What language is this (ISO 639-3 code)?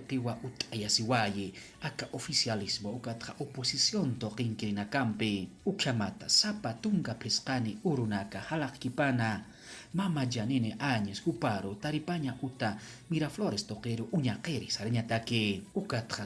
aym